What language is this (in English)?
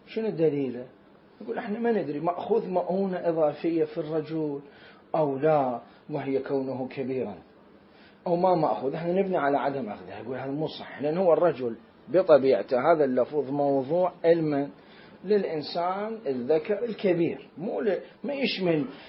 Mesopotamian Arabic